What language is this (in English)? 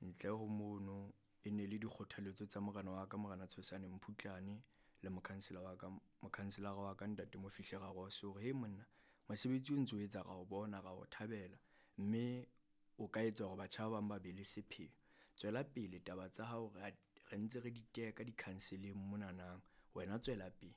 Southern Sotho